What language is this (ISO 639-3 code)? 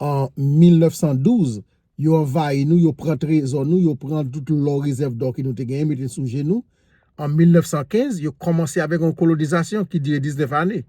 hat